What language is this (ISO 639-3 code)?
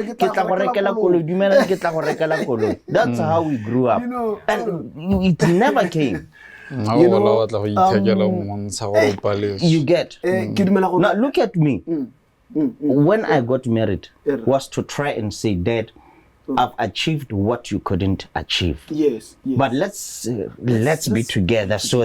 tsn